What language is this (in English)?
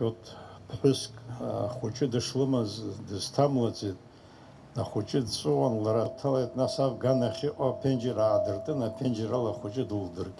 Abkhazian